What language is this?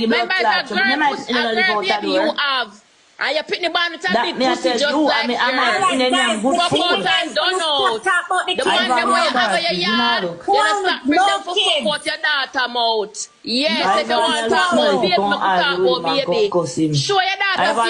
Jamaican Creole English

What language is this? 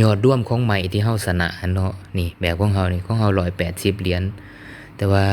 Lao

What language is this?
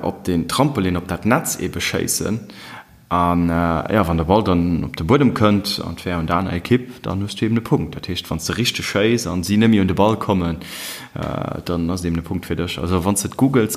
Luxembourgish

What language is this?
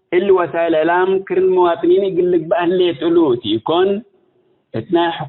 Tigre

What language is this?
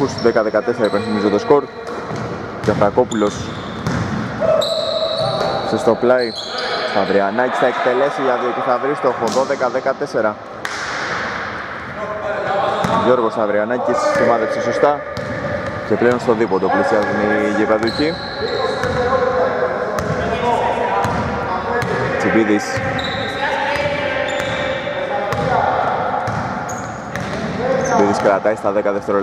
Greek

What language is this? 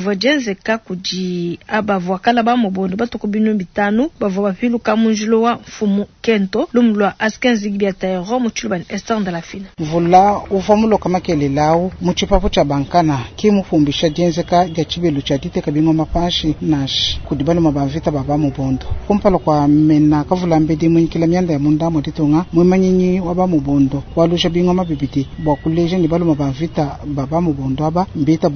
Luba-Lulua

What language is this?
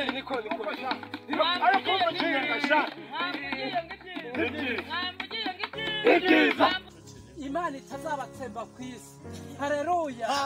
Kinyarwanda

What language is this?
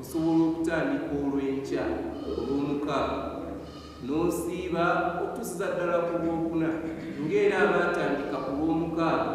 Ganda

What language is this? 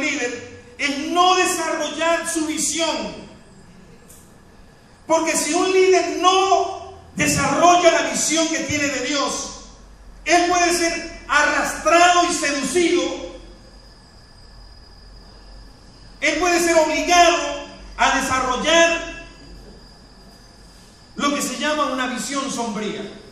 Spanish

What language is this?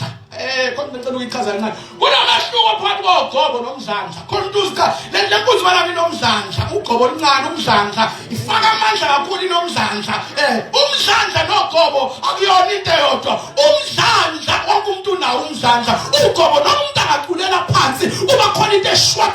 Zulu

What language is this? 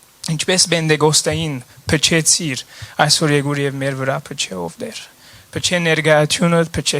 Western Armenian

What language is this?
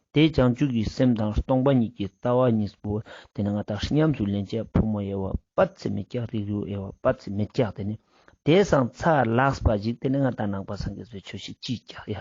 Ladakhi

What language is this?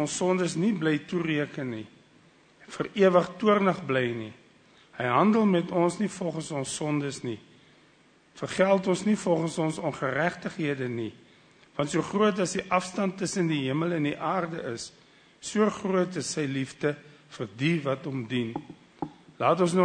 Afrikaans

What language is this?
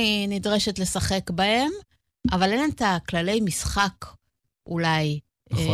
Hebrew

